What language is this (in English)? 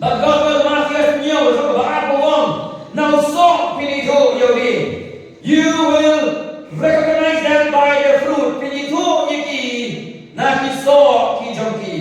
Khasi